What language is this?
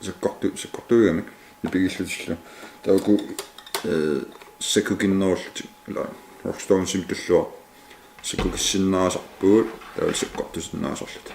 Kalaallisut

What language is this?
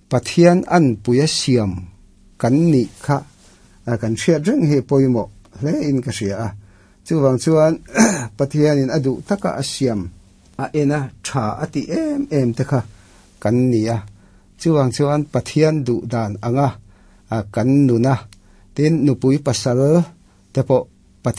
Mizo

